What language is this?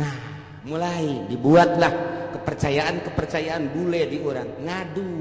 Sundanese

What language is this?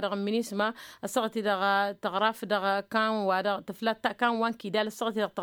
Tamasheq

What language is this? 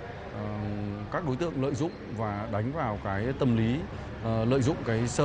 Vietnamese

